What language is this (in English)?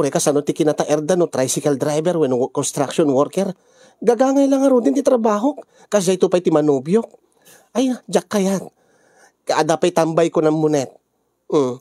Iloko